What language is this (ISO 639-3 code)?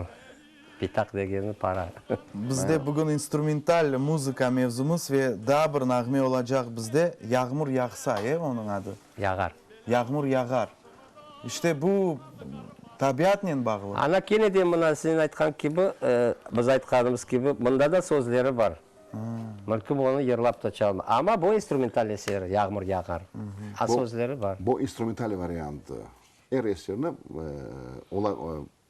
crh